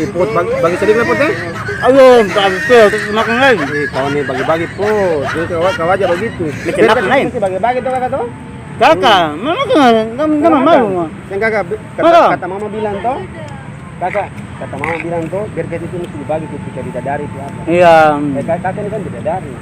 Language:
Ambonese Malay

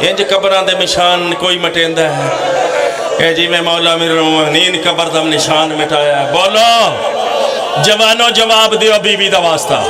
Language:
Pahari-Potwari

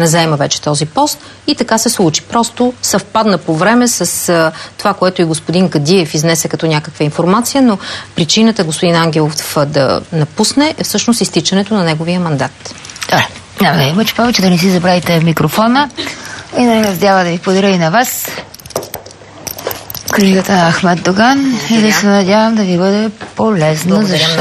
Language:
Bulgarian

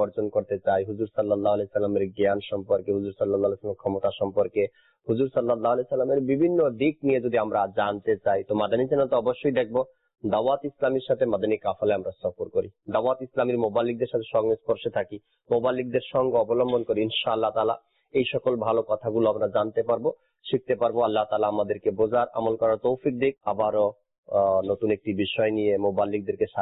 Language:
Bangla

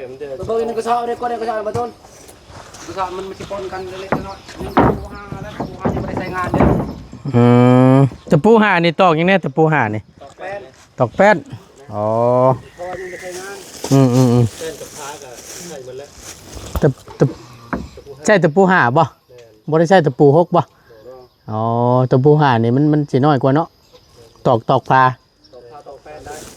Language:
Northeastern Thai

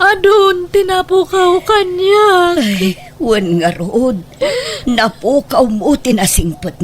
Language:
Iloko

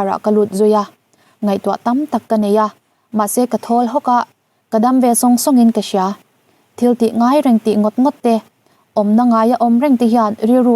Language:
Mizo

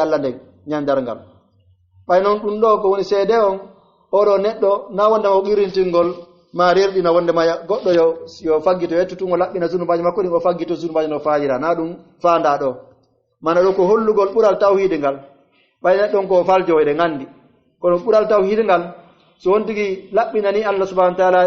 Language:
Pular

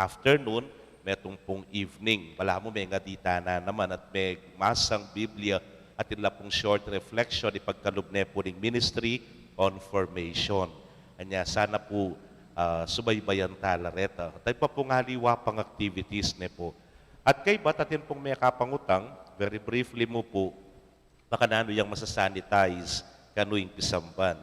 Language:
Pampanga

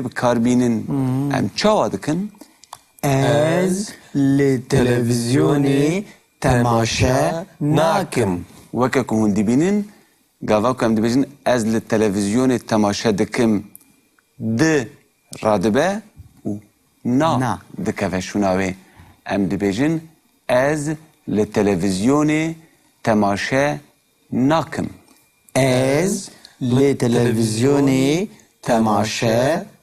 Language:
Kurdish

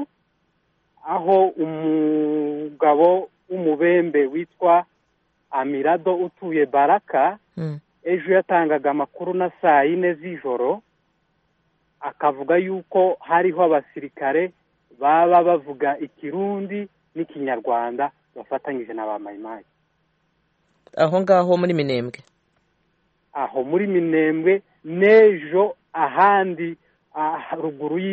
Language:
Kinyarwanda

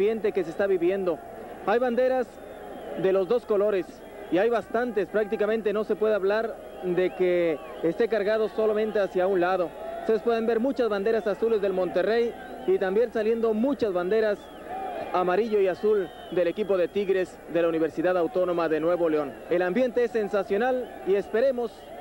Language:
Spanish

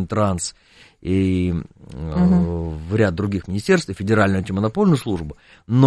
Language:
Russian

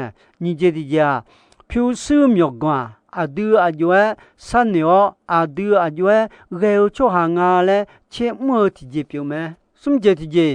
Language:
Akha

